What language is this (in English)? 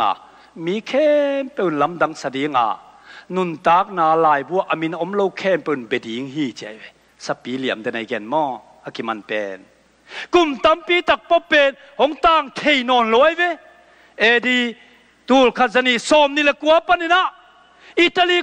Tedim Chin